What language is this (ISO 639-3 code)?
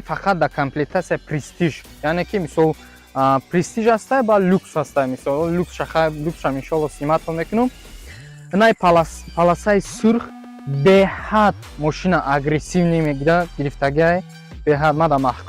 tgk